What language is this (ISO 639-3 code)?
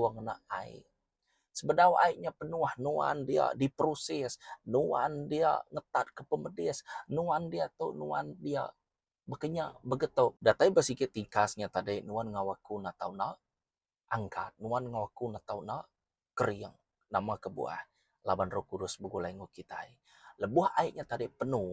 iba